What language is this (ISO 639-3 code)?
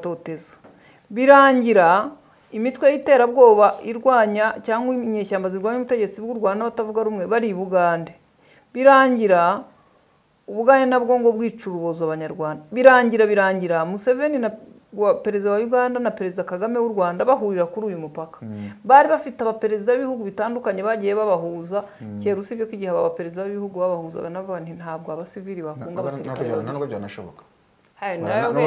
kin